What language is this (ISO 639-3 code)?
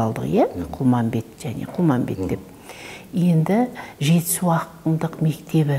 kaz